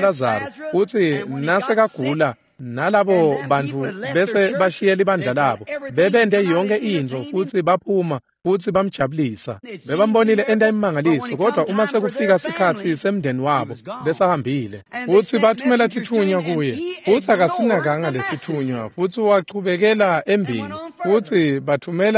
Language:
Swati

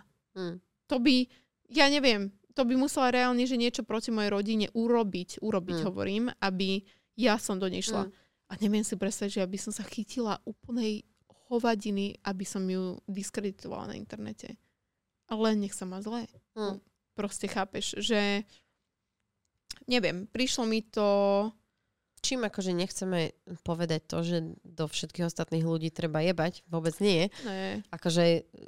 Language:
Slovak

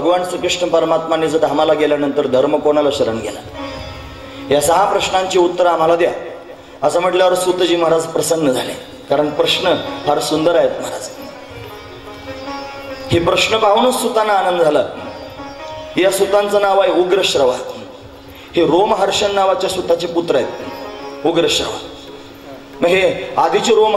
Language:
Marathi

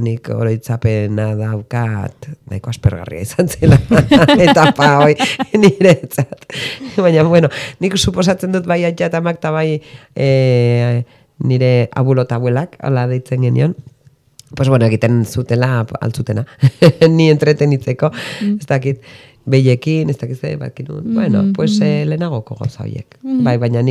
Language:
Basque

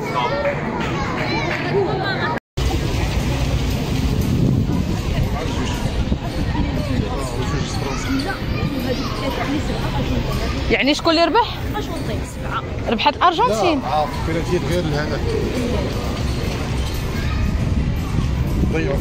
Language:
Moroccan Arabic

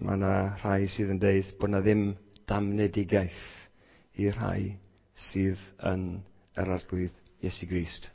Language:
Welsh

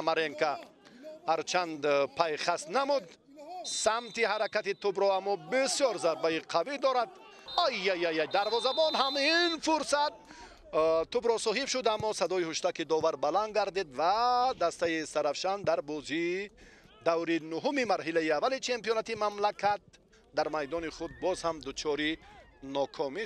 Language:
Tajik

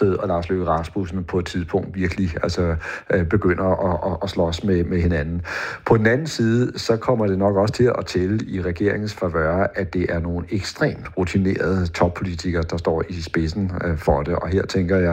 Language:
Danish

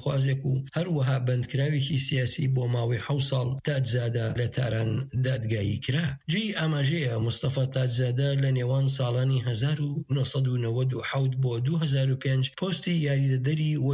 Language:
Central Kurdish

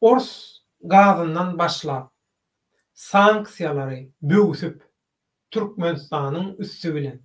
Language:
Turkmen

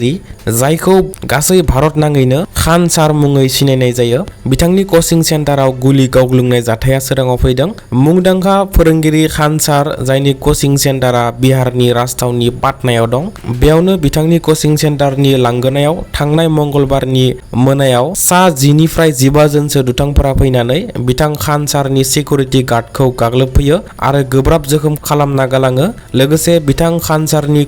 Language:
Bodo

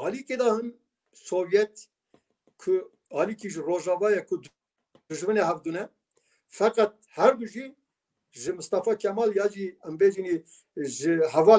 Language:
Kurdish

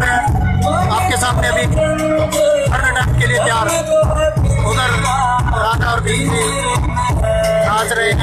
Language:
Hindi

